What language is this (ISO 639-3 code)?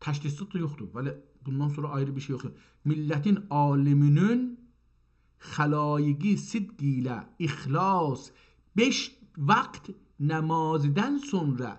azb